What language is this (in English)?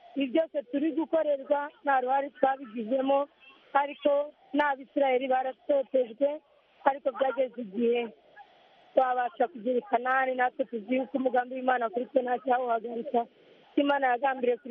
Kinyarwanda